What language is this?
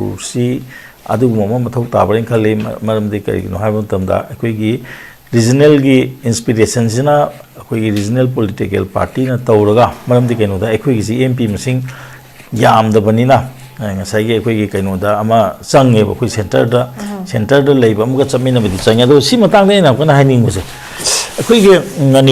Manipuri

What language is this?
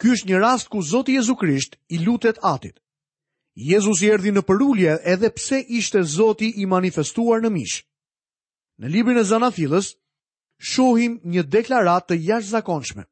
Albanian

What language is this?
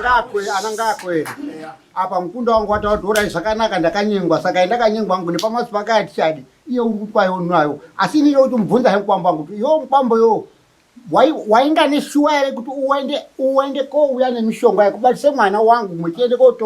Shona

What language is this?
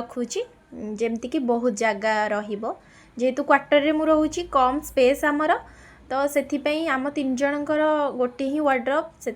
Odia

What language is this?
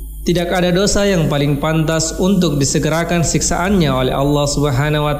Indonesian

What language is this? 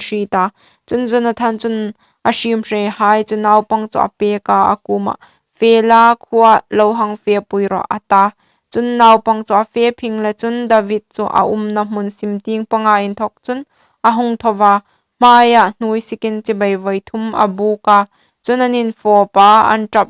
Hmar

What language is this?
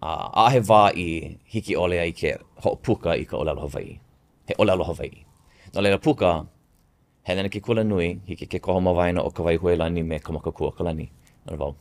Hawaiian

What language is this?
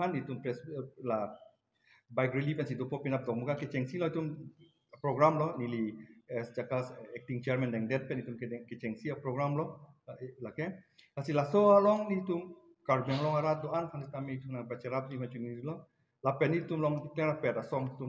Karbi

